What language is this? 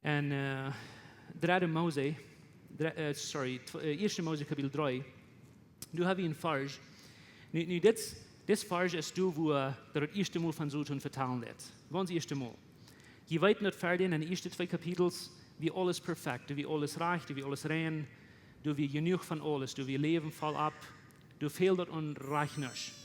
Plautdietsch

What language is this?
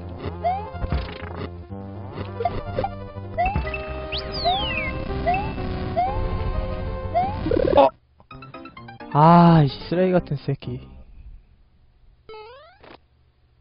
Korean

